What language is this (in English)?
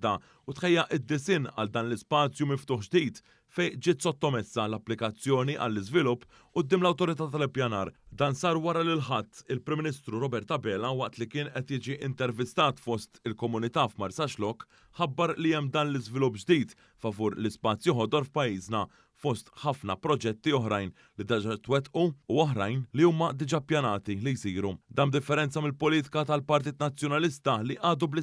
Maltese